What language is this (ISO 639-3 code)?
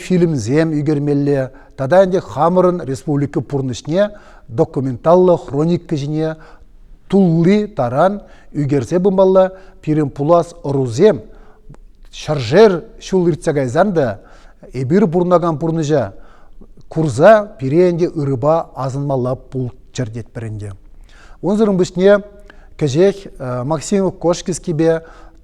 chv